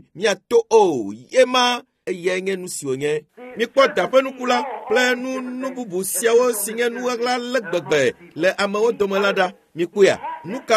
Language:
Ewe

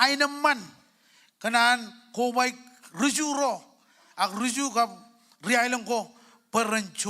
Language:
Marshallese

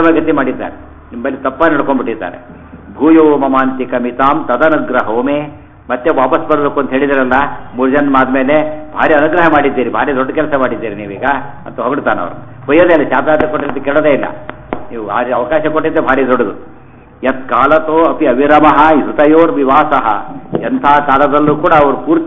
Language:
Kannada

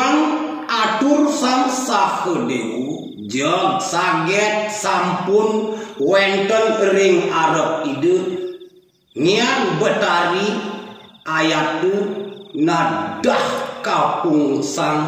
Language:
Balinese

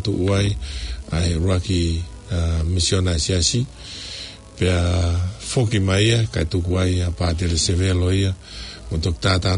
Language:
Tongan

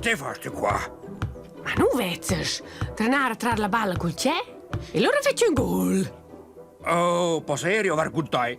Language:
Romansh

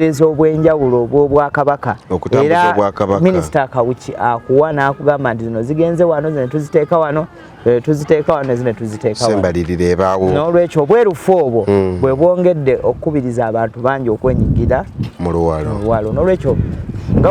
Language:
Ganda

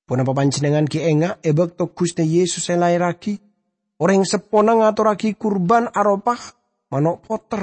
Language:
Madurese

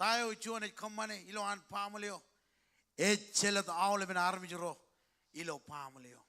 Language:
Marshallese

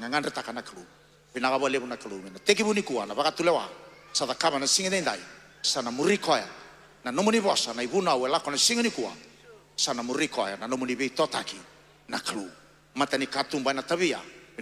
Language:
Fijian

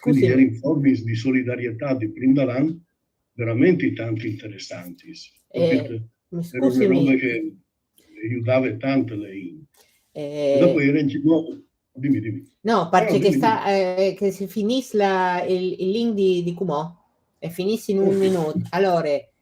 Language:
Friulian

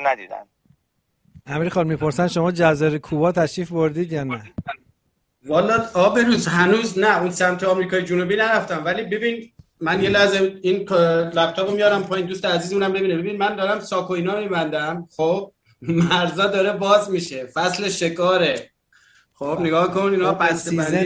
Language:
Persian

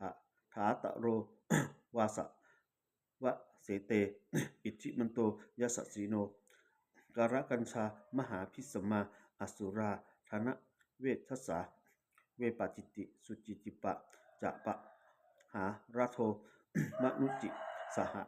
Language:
Pali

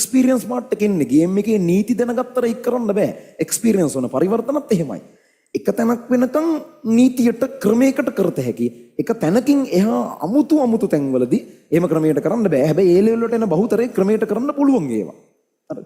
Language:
Sinhala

